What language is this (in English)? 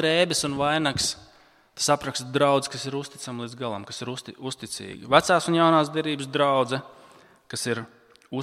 Latvian